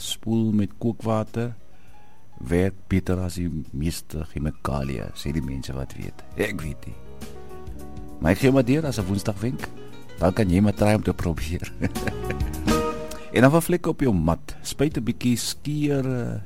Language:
Afrikaans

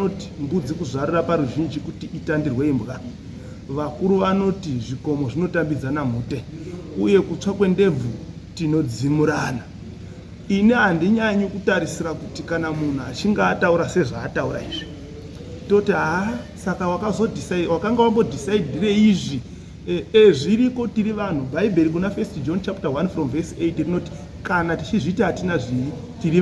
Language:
Shona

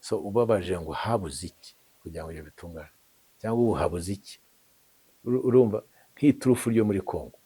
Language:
Kinyarwanda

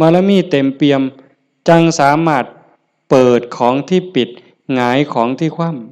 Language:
Northeastern Thai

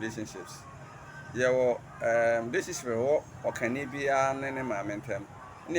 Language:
Akan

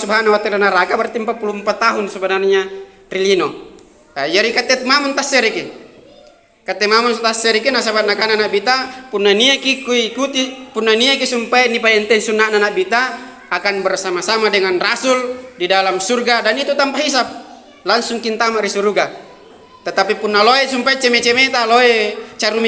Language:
Makasar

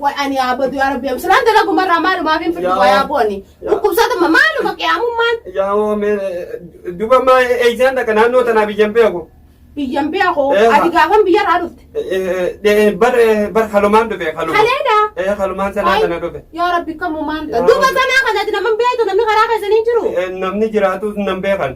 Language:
Oromo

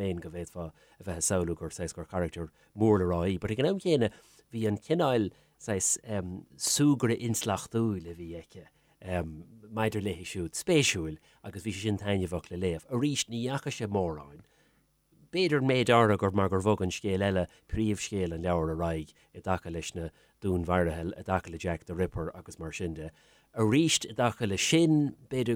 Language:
Irish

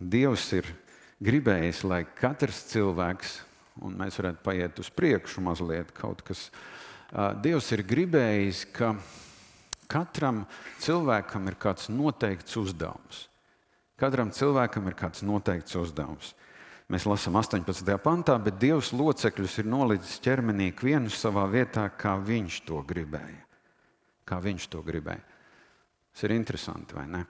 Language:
Latvian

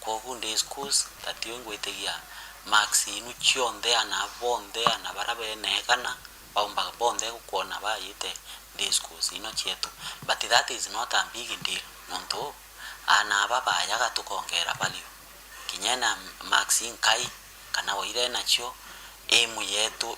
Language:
Meru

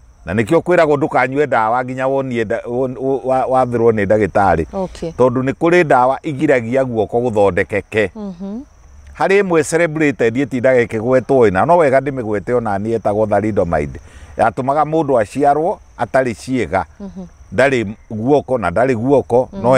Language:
Kikuyu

